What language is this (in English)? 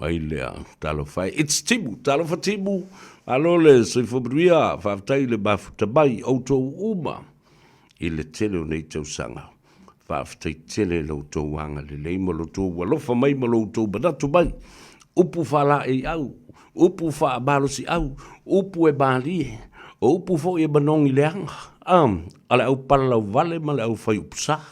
Samoan